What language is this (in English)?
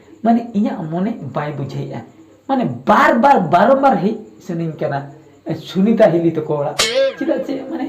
Santali